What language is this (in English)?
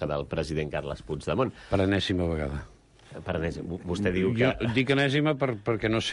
Catalan